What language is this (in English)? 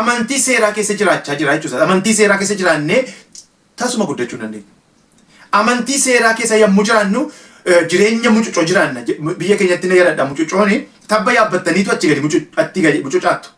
Oromo